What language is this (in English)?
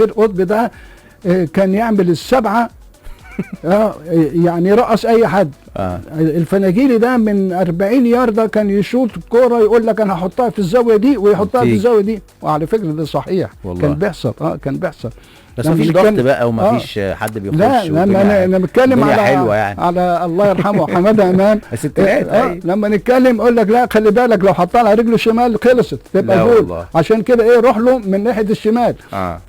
Egyptian Arabic